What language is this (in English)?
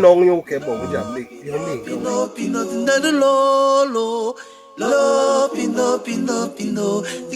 Basaa